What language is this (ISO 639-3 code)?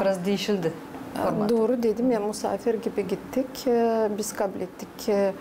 gag